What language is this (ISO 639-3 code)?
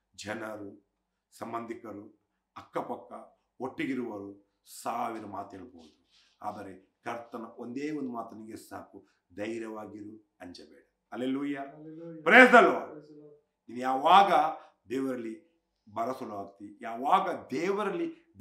kan